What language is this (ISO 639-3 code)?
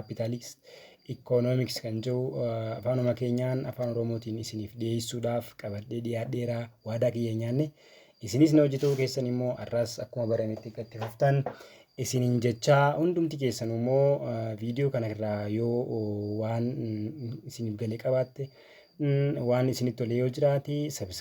orm